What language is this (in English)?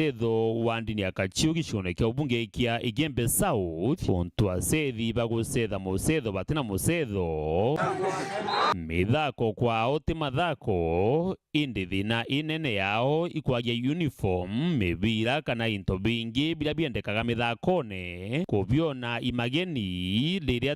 Meru